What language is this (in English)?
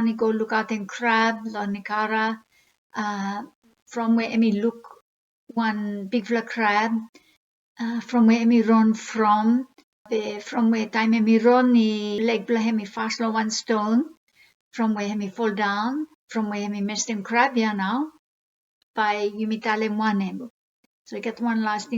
Bislama